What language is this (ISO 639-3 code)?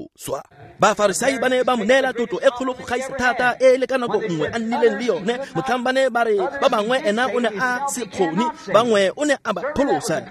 tsn